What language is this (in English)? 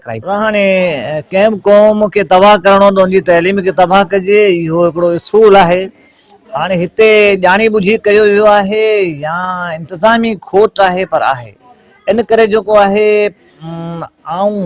Sindhi